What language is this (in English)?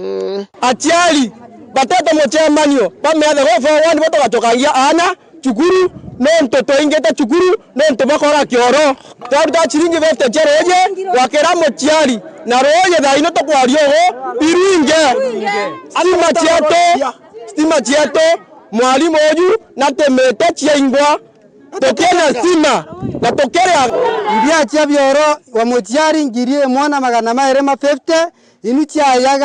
Meru